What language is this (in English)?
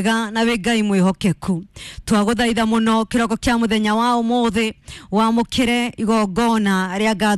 Kikuyu